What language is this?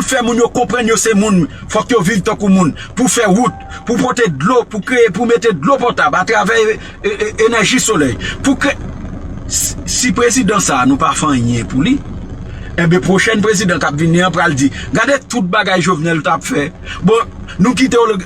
Haitian Creole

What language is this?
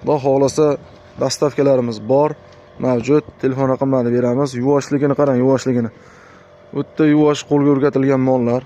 Uzbek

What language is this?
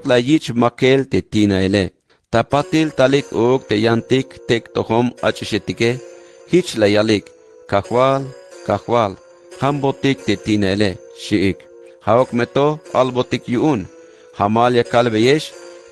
Tzeltal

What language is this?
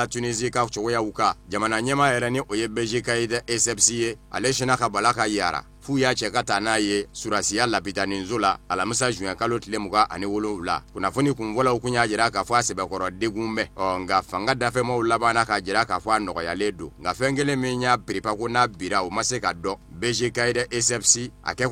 Bambara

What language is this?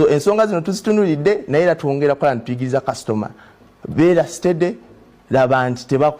Ganda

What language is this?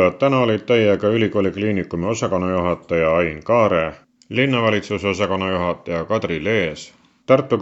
Estonian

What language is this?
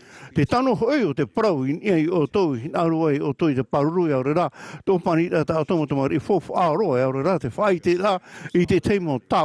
Tahitian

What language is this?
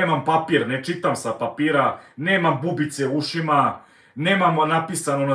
Serbian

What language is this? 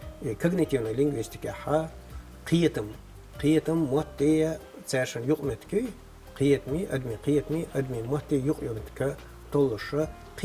Chechen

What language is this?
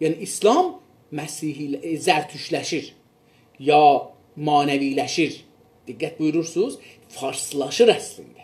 South Azerbaijani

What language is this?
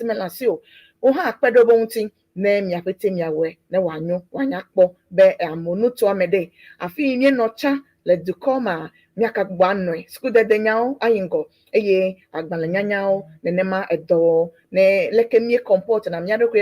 Ewe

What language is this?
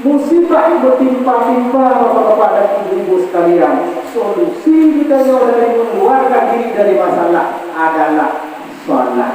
Achinese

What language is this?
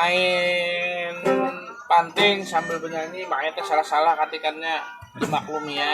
Banjar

